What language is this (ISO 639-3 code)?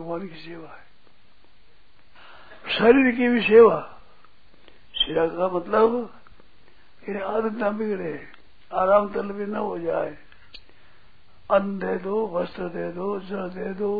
hin